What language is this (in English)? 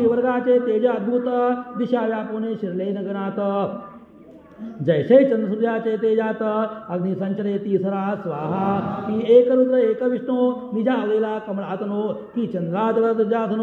Marathi